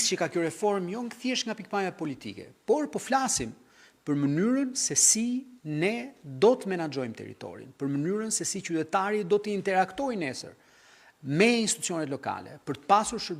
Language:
Albanian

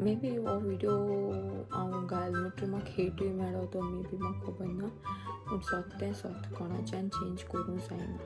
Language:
Konkani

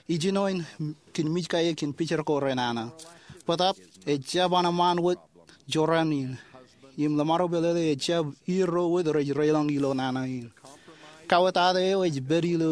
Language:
Marshallese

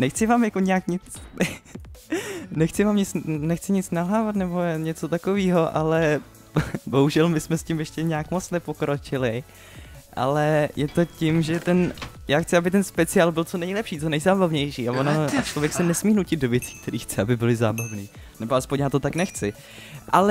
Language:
Czech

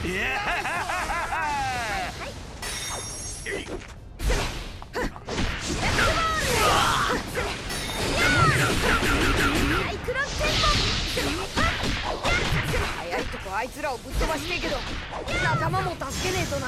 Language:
Japanese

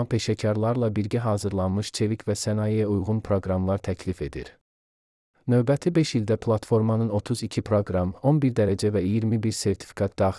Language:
Azerbaijani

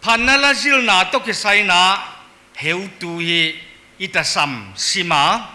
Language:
Paite Chin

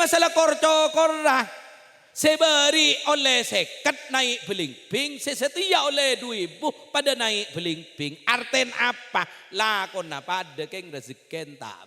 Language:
Madurese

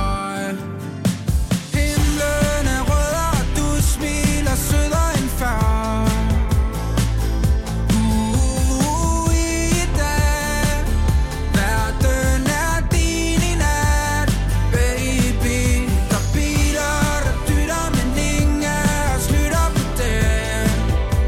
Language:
Danish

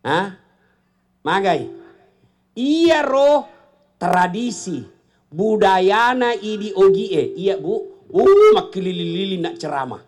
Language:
Buginese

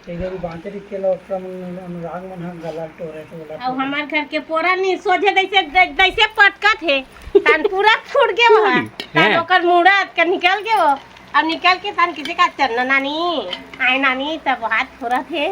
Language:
Chhattisgarhi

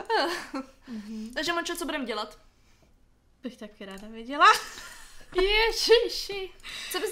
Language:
Czech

